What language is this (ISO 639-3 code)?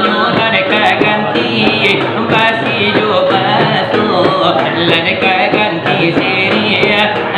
min